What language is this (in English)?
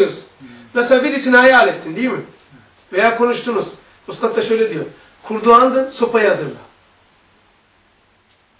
Turkish